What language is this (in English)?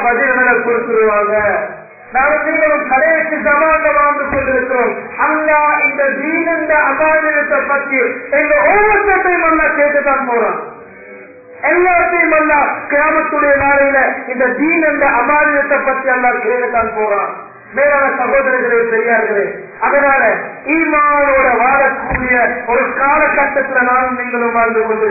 Tamil